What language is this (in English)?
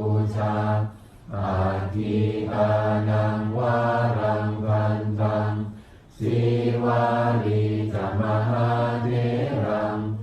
Pali